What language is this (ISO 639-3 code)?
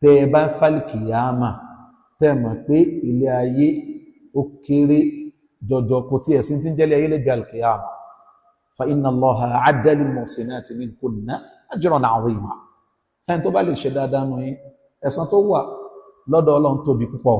yor